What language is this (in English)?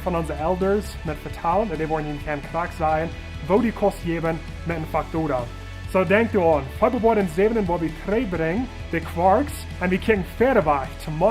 Plautdietsch